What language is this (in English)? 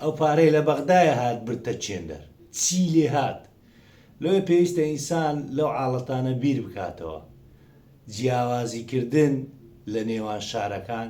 Central Kurdish